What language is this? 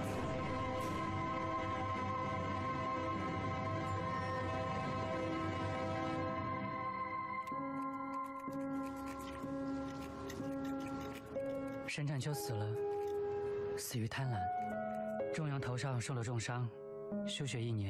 Chinese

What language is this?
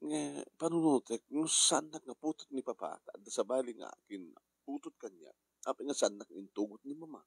Iloko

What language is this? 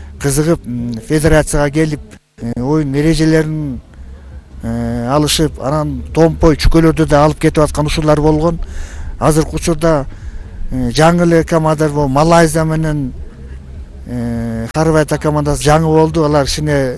Kyrgyz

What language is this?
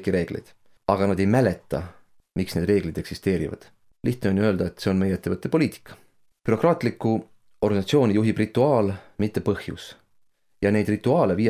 Estonian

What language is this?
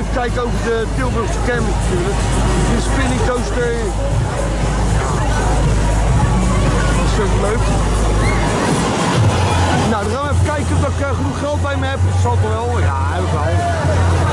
Dutch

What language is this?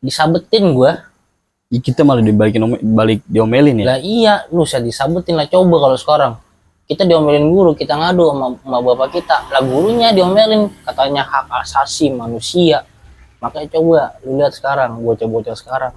Betawi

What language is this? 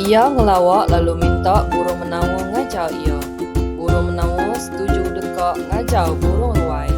Iban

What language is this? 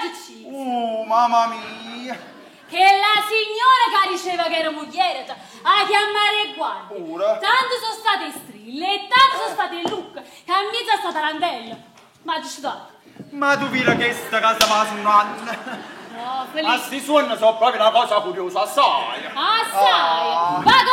Neapolitan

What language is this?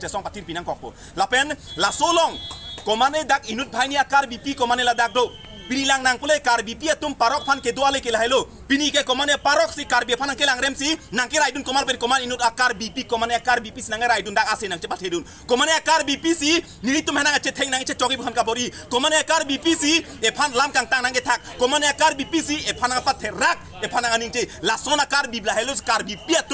Karbi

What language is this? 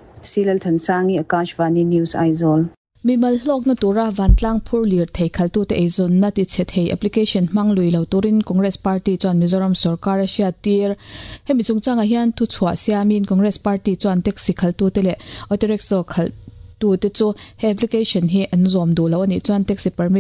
Mizo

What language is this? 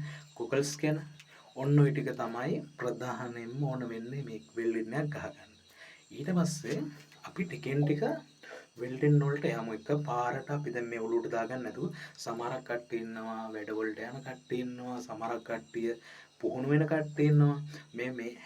Sinhala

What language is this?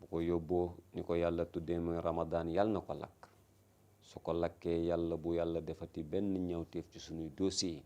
Wolof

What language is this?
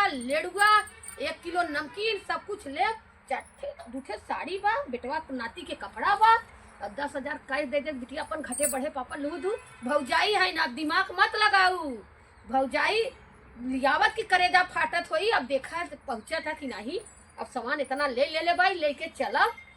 Awadhi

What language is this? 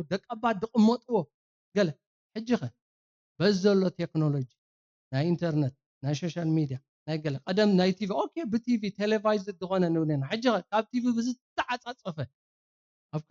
Tigrinya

